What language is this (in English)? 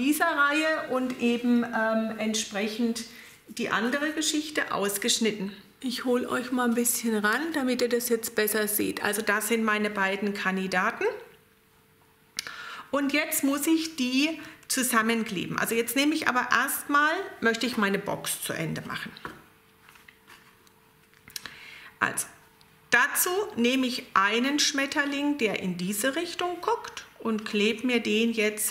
German